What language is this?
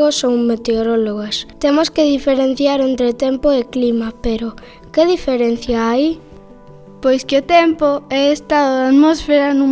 Galician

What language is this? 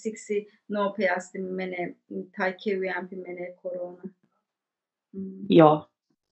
Finnish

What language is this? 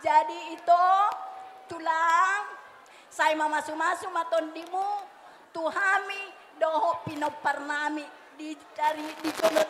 Batak Toba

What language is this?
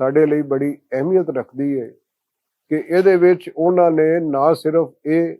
Western Panjabi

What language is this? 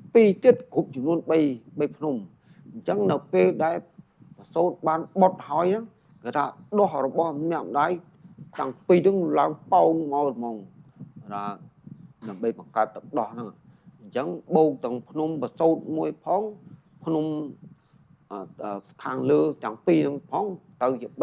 Khmer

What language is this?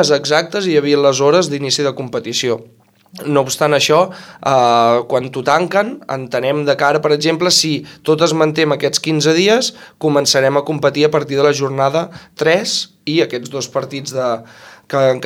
Catalan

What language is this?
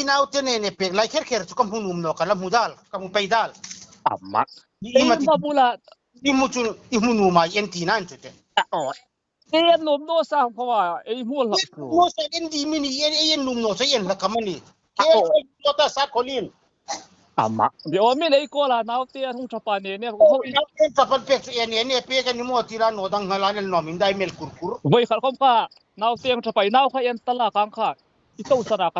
Hmar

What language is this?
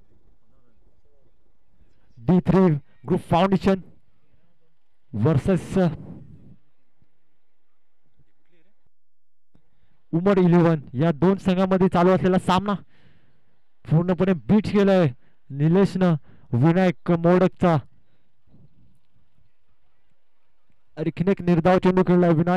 Marathi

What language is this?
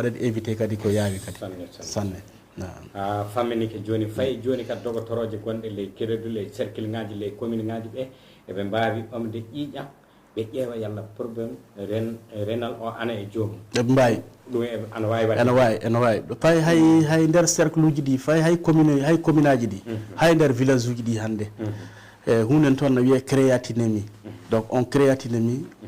Fula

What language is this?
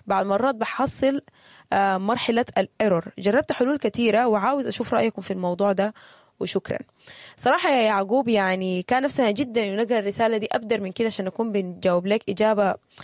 Sudanese Arabic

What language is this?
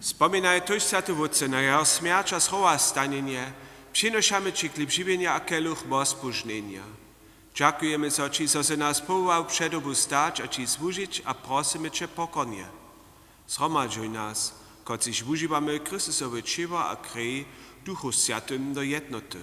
Upper Sorbian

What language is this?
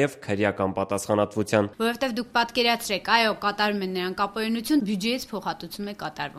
Armenian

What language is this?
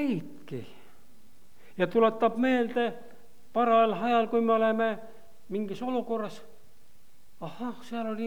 Estonian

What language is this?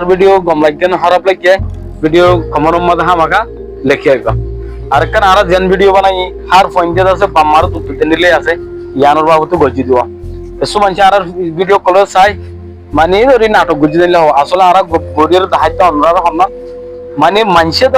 Rohingya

